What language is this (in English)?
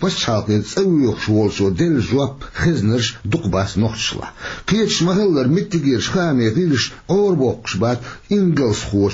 Chechen